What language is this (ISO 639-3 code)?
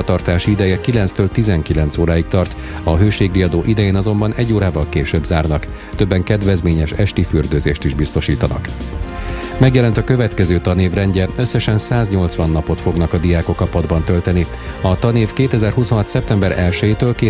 hun